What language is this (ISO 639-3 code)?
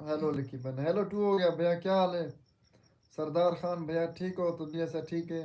skr